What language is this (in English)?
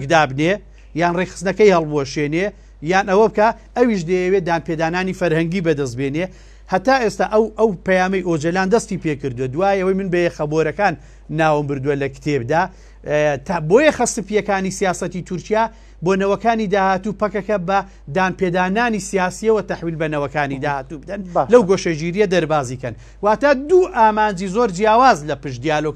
Central Kurdish